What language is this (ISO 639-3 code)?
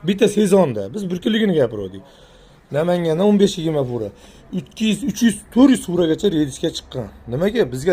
uzb